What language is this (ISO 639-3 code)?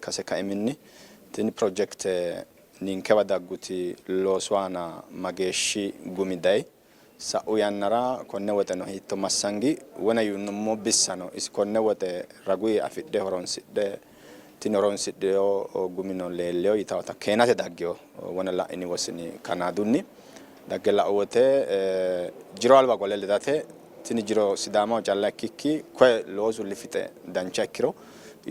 sid